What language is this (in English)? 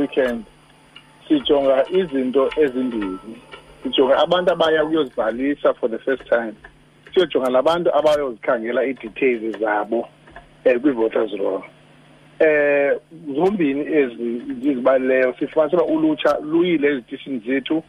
Xhosa